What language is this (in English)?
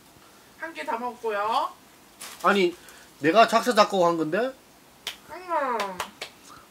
Korean